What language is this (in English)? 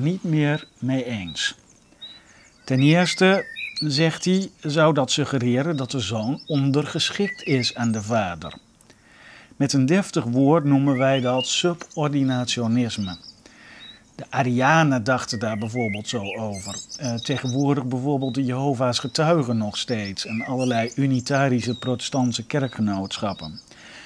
Dutch